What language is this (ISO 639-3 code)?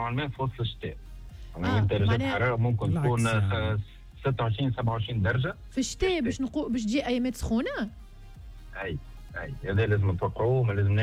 aeb